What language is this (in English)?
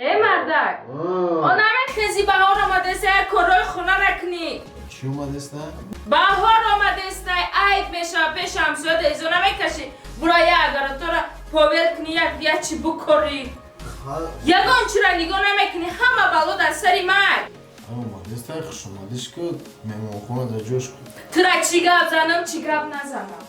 Tajik